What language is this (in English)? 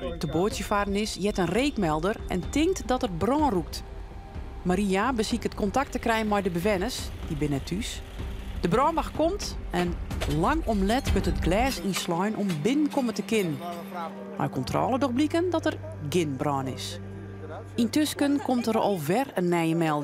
Western Frisian